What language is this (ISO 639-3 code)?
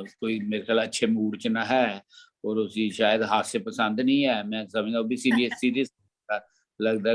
doi